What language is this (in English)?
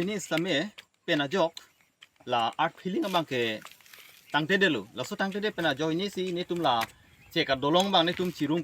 Karbi